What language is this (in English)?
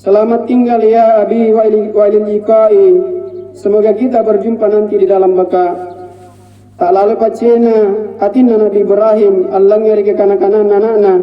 Makasar